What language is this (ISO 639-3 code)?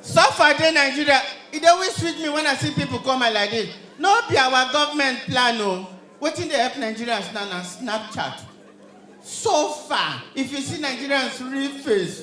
pcm